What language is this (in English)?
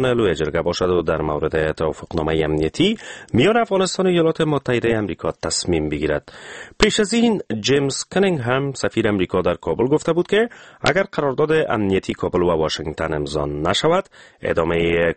Persian